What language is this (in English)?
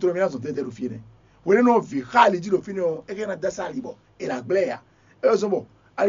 Fon